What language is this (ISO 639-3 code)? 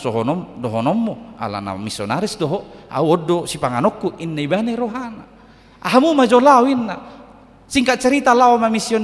bbc